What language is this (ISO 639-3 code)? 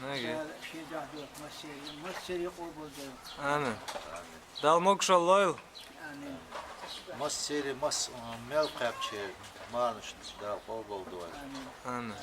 che